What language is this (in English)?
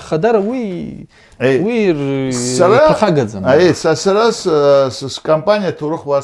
Abkhazian